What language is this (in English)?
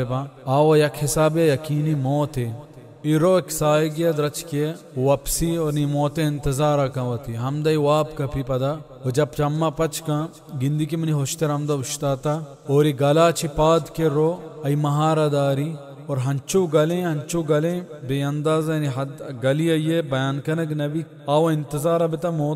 Baluchi